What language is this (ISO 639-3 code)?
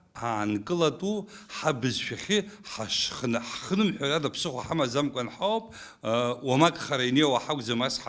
abk